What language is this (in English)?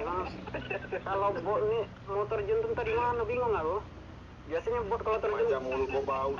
Minangkabau